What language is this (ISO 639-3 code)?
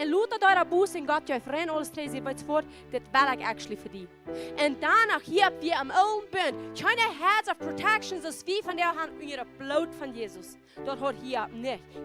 pdt